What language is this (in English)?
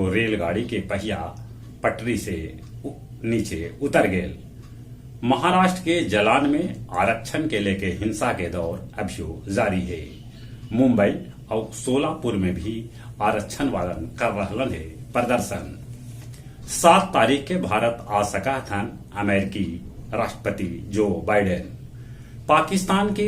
Magahi